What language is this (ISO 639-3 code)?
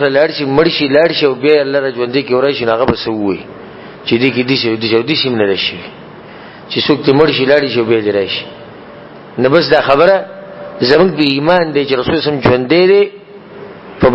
pus